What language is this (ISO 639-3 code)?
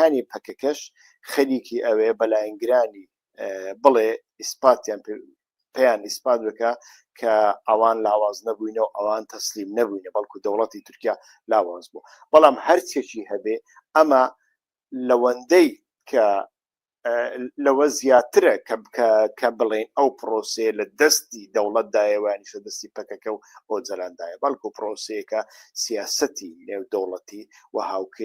ckb